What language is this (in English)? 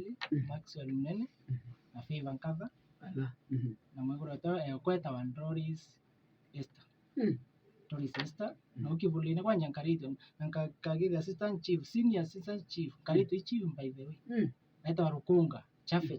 Meru